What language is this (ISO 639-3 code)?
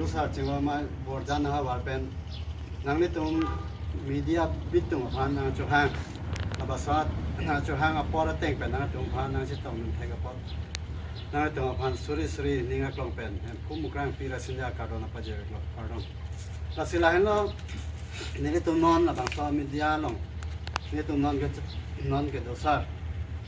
mjw